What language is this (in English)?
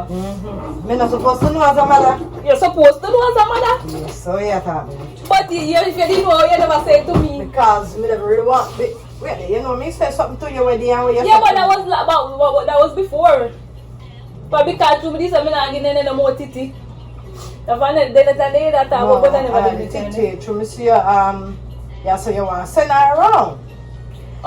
Jamaican Creole English